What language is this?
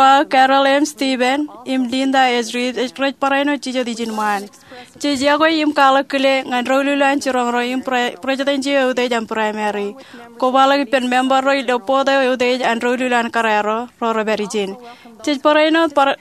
Marshallese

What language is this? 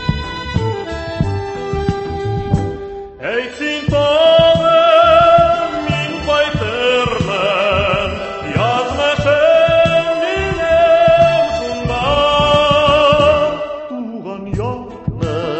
Tatar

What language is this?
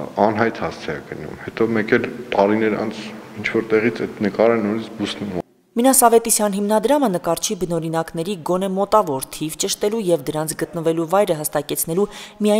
Armenian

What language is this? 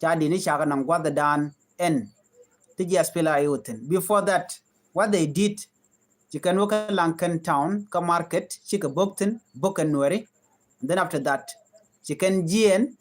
Nuer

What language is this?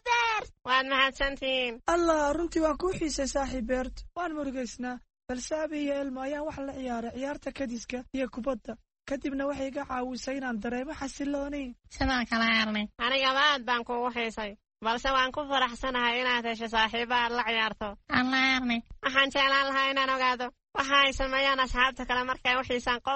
Somali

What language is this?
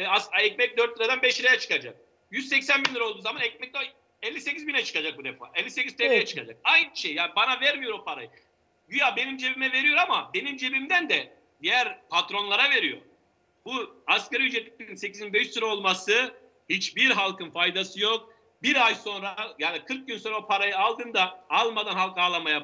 Turkish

